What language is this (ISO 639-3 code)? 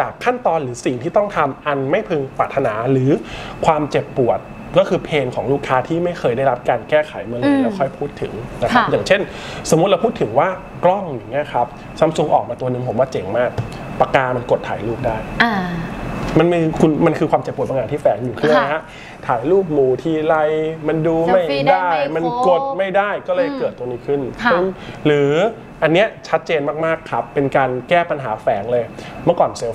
tha